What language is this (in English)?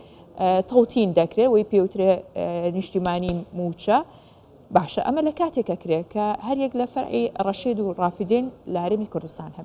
Central Kurdish